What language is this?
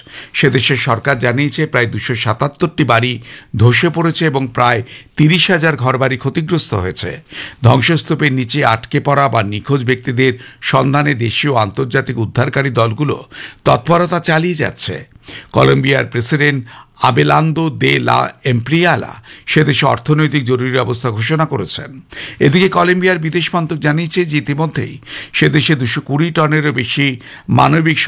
Bangla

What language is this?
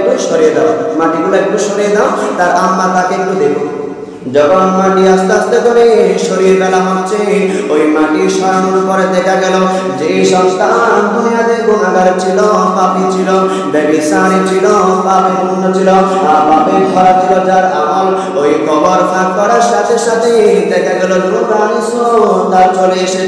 Bangla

